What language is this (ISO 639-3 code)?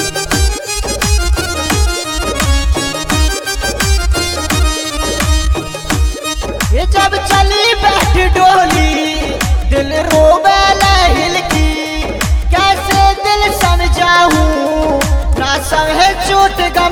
bho